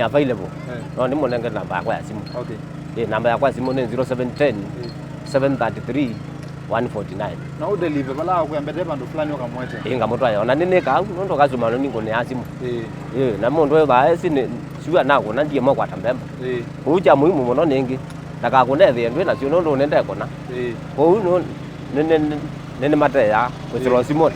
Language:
Kamba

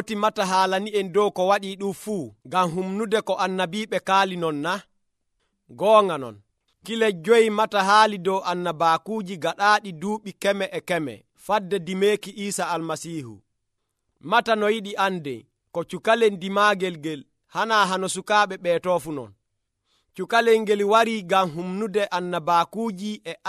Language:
Nigerian Fulfulde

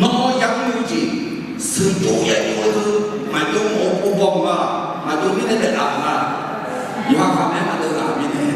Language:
Akha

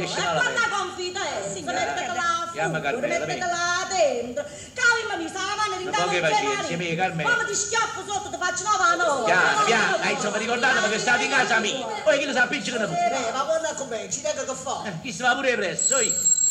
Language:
Neapolitan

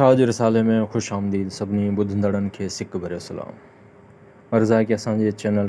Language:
Sindhi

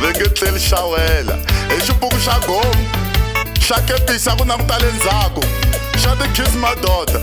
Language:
Tsonga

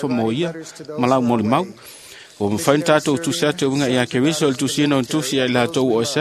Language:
Samoan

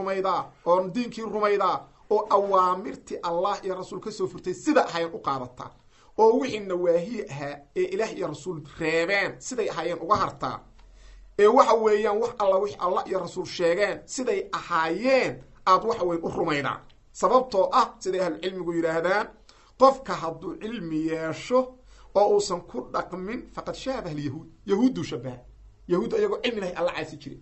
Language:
Somali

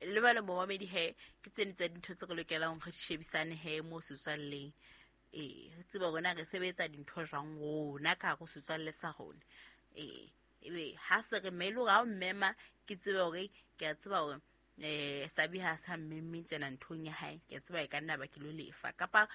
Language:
Southern Sotho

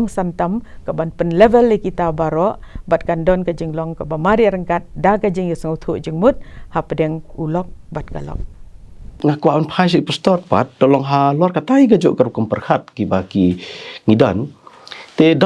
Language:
Khasi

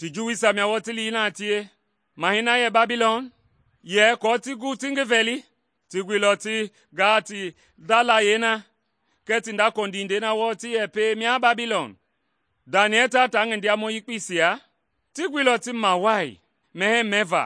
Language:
Mende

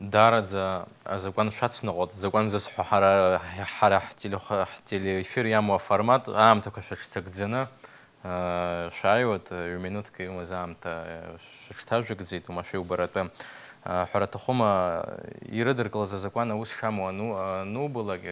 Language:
Abkhazian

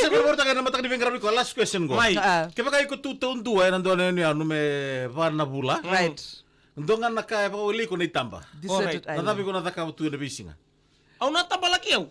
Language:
Fijian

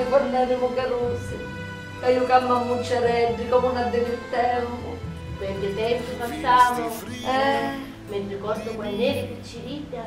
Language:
Sicilian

